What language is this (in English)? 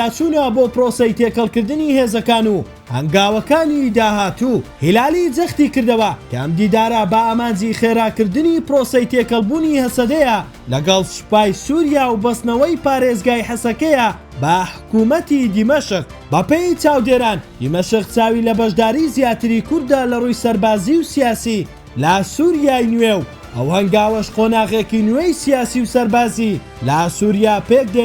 Central Kurdish